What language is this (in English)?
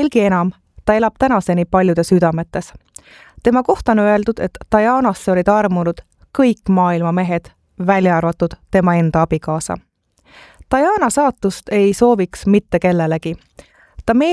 Estonian